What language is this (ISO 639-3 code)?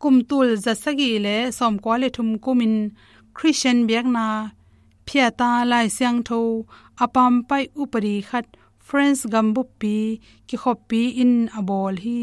ctd